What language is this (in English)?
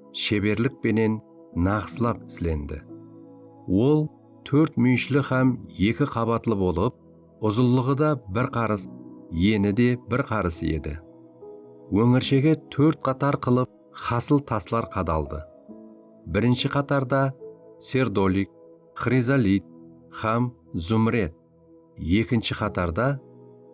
Kara-Kalpak